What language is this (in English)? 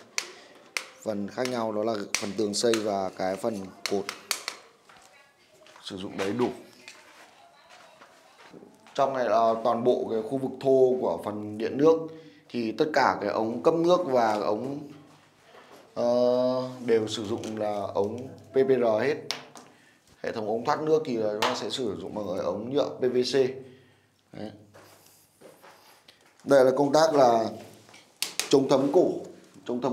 Vietnamese